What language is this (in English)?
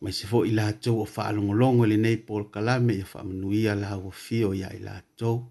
Samoan